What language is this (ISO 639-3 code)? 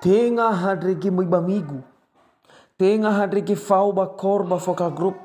nia